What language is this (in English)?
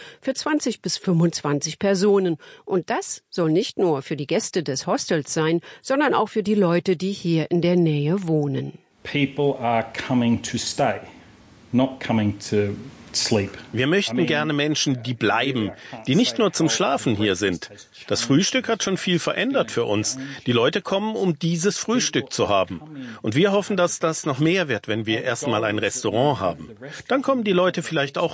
German